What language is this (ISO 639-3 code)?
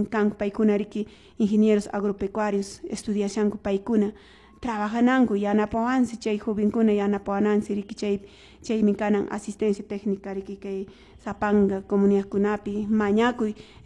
que